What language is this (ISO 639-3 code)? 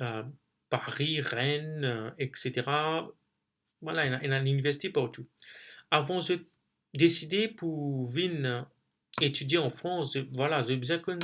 mfe